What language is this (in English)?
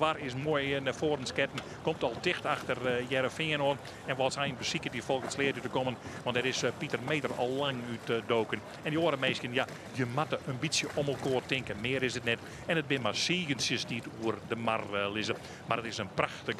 Western Frisian